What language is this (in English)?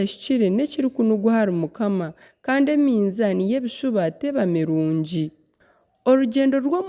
Nyankole